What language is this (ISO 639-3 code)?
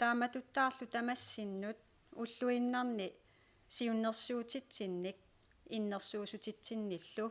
kal